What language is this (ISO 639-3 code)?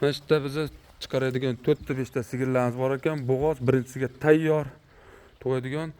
uzb